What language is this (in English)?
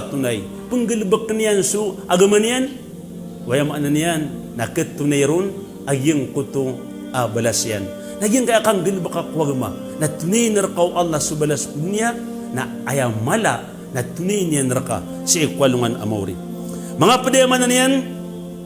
Maranao